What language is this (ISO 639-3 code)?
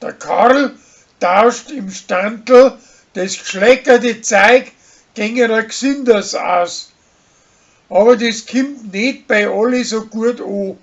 bar